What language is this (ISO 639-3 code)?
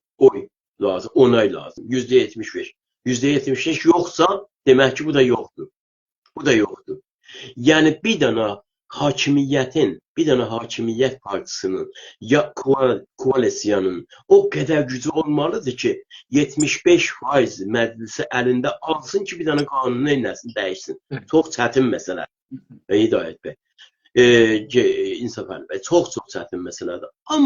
azb